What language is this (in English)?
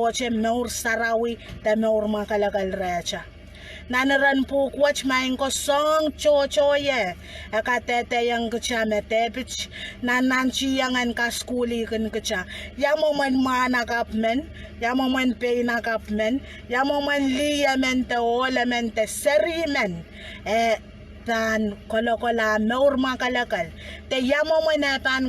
Pohnpeian